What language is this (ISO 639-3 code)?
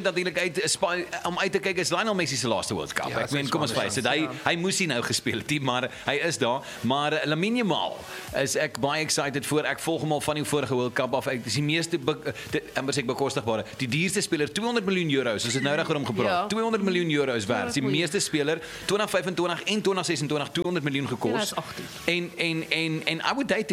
afr